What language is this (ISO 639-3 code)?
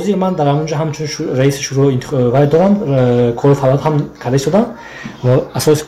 tgk